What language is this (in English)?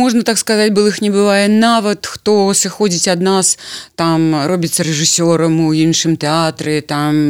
Belarusian